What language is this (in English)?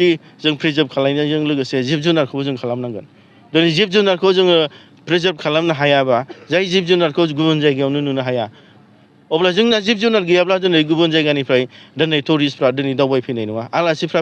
Bodo